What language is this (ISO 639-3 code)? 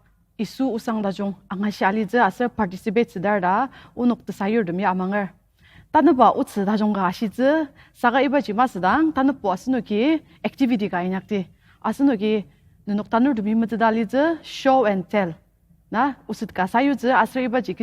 njo